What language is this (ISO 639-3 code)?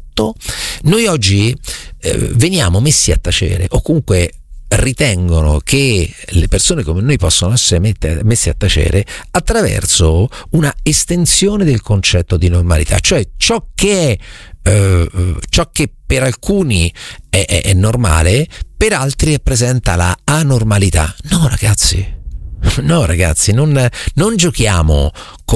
ita